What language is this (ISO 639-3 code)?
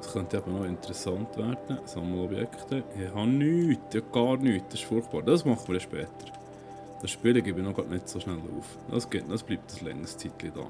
gsw